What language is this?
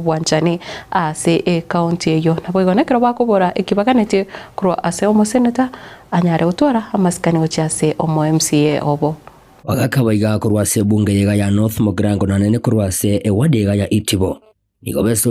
Gusii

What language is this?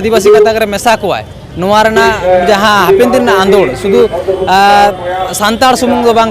Santali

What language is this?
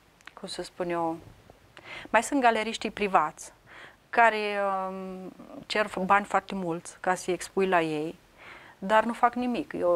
Romanian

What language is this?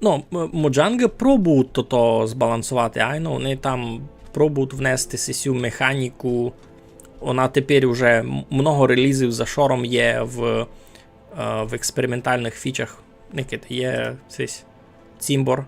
Rusyn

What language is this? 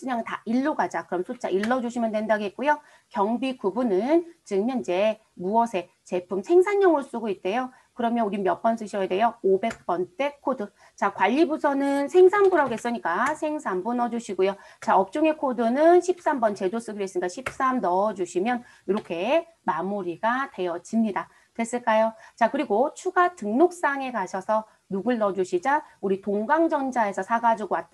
Korean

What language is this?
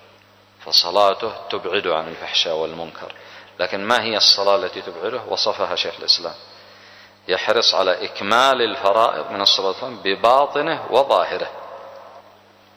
Arabic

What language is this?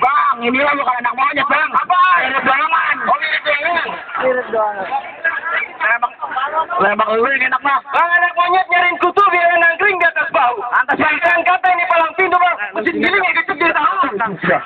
Betawi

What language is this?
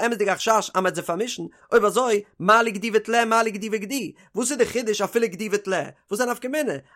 Yiddish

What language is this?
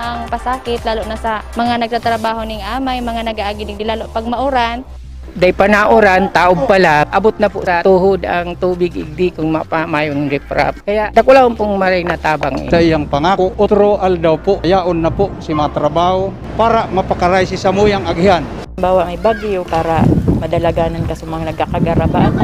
Bikol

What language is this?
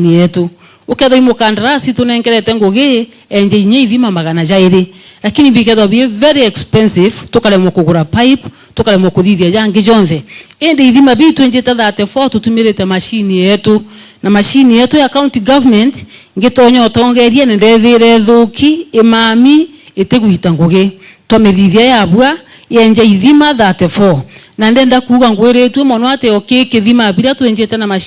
Meru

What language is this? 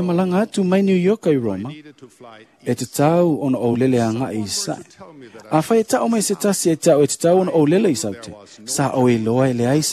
Samoan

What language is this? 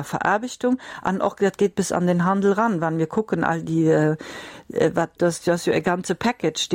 Luxembourgish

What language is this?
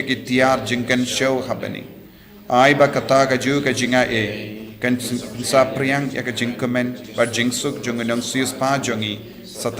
Khasi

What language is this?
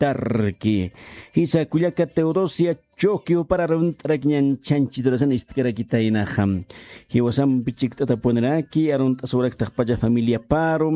Aymara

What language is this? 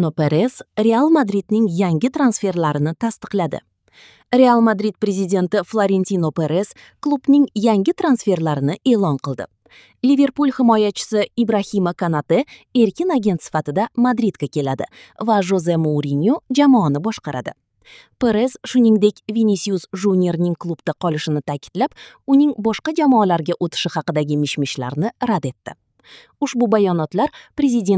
Uzbek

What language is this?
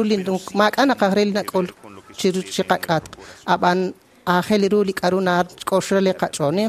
Kekchí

